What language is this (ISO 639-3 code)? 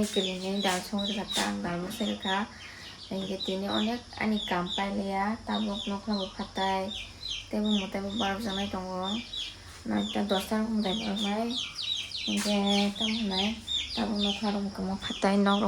trp